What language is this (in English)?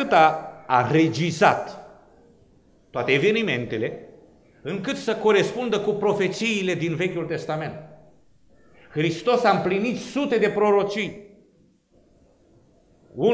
Romanian